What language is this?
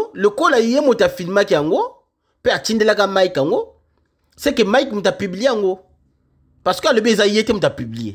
Lingala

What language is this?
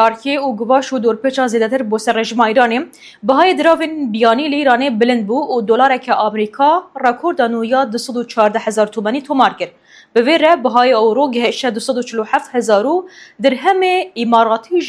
Kurdish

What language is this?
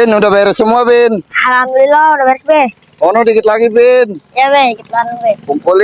Betawi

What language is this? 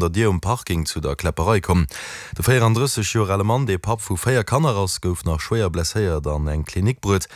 Luxembourgish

